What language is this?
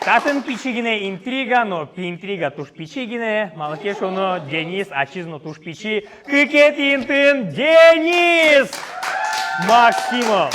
Udmurt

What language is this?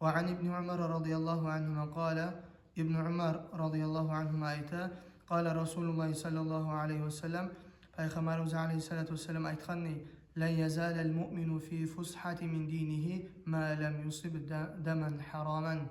Kumyk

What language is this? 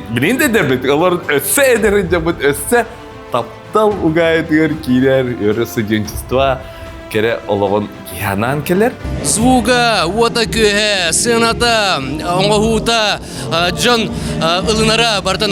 Yakut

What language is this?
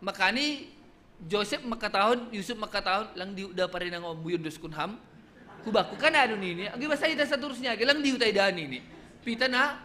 Batak Simalungun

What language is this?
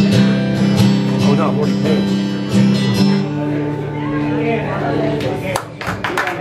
English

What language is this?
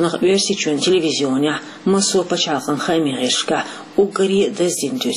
Chechen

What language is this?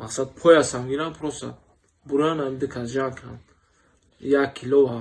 Tajik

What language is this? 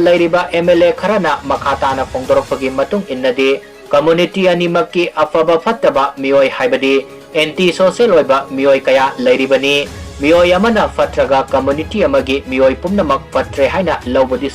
Manipuri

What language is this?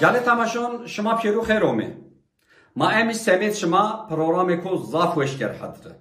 Zaza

